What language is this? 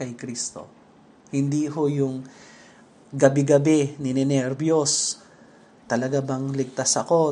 Filipino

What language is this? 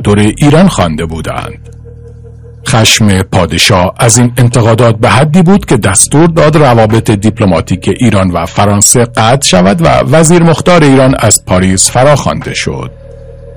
Persian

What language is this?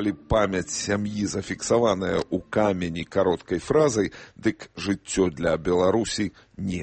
Belarusian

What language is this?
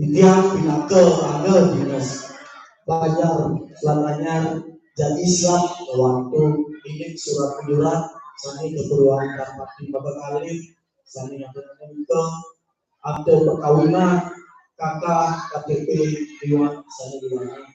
Balinese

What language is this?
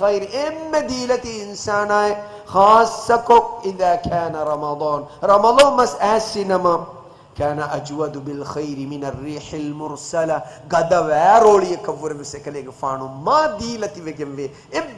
Divehi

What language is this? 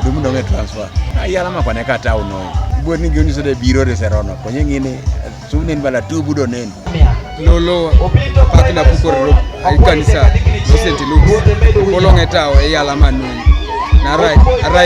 Teso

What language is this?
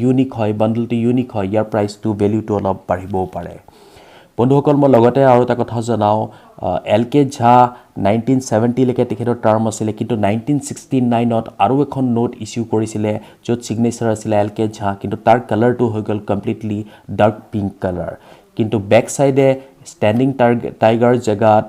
Assamese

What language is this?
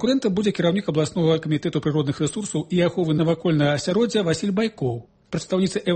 Belarusian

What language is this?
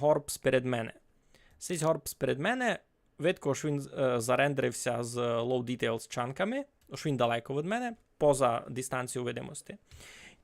Rusyn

